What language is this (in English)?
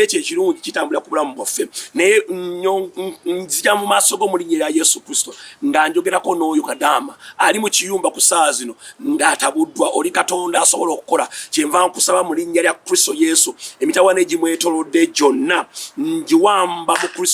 Ganda